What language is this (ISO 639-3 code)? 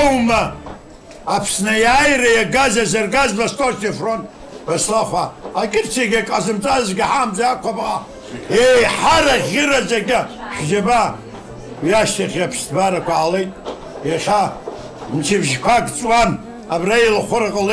abk